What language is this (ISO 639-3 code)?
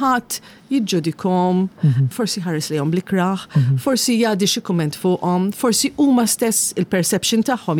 mlt